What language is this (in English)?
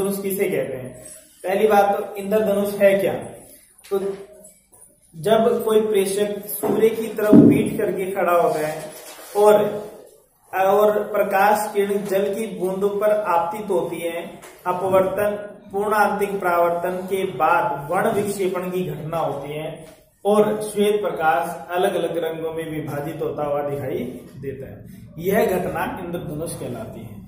Hindi